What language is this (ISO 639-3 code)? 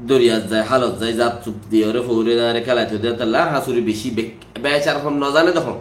rhg